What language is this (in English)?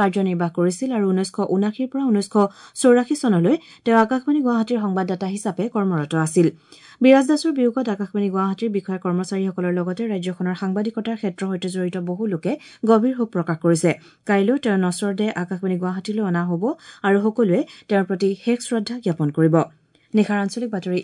Assamese